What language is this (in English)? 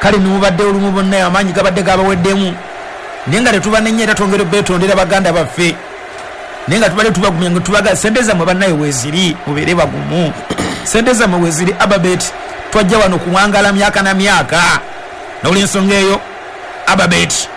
Ganda